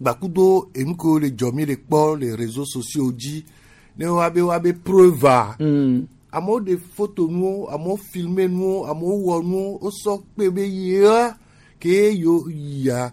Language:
Gen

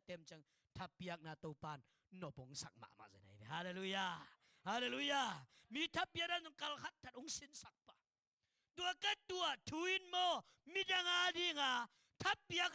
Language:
Tedim Chin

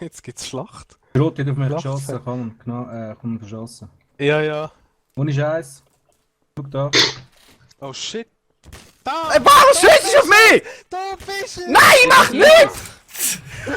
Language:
Swiss German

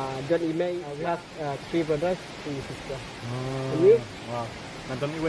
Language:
Khasi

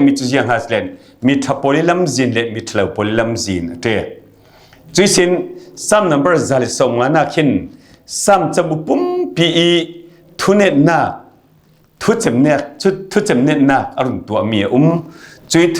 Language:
Falam Chin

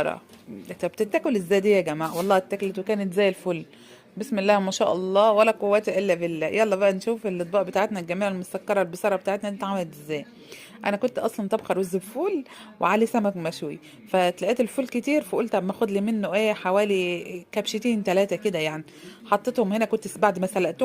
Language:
Egyptian Arabic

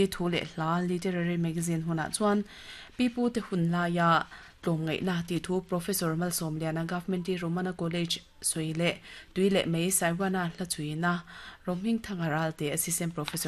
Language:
Mizo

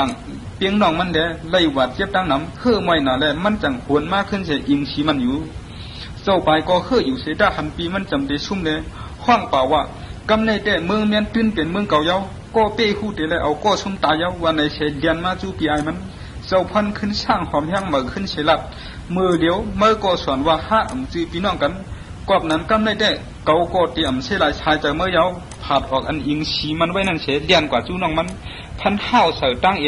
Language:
Shan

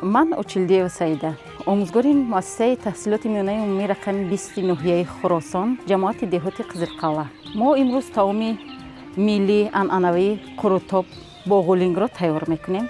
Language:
Tajik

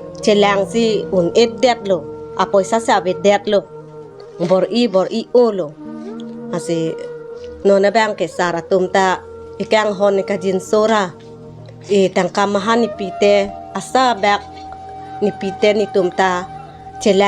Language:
Karbi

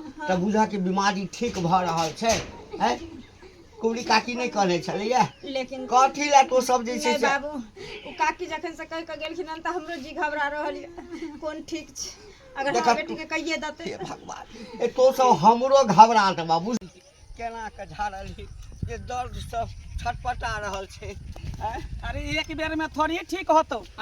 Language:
Maithili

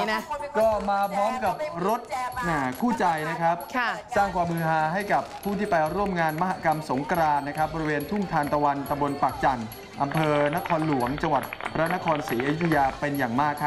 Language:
Thai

